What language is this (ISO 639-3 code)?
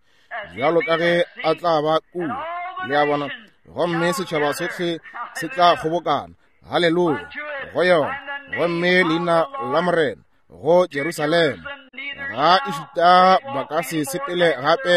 nso